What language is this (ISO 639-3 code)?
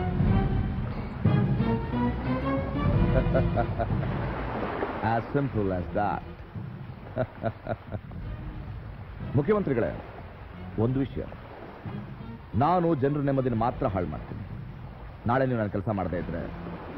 kan